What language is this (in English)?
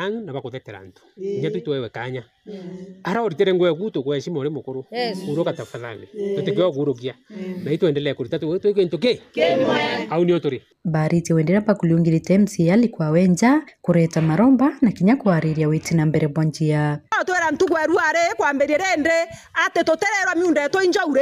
Meru